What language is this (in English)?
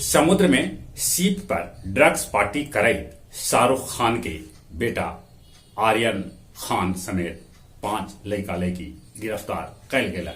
Magahi